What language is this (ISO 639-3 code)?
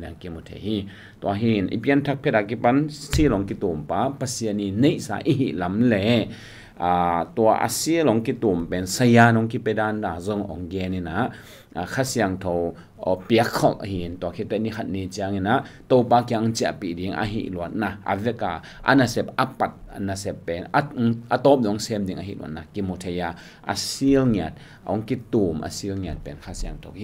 ctd